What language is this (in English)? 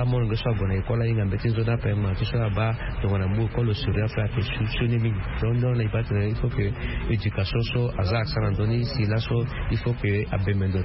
Sango